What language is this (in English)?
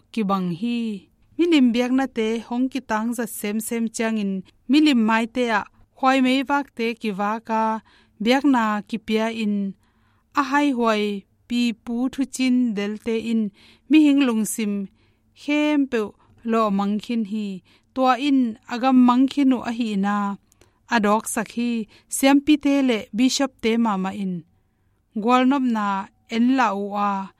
Tedim Chin